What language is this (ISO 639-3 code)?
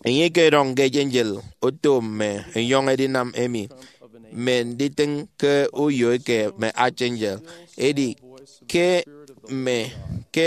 efi